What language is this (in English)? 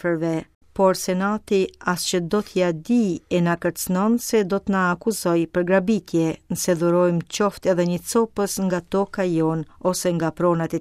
Albanian